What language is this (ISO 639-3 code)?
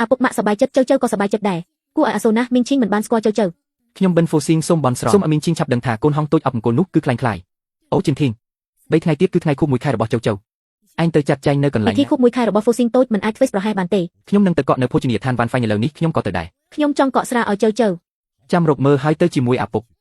khm